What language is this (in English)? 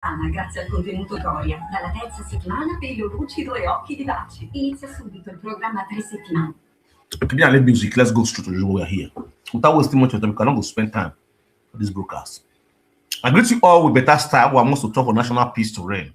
Nigerian Pidgin